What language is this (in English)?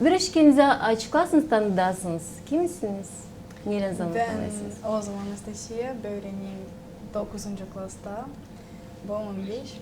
Gagauz